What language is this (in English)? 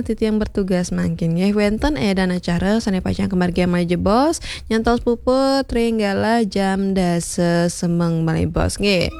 Balinese